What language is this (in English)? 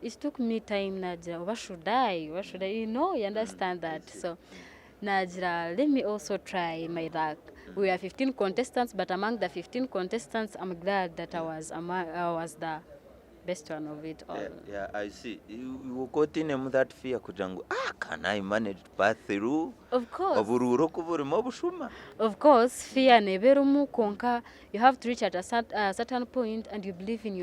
Nyankole